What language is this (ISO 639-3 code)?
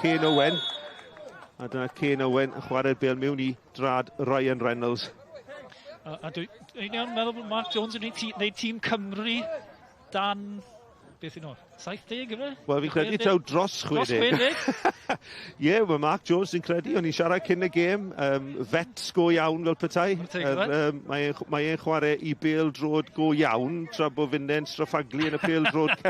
cym